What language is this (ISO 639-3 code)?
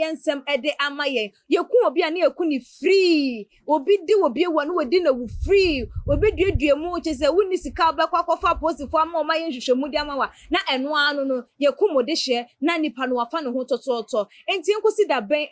aka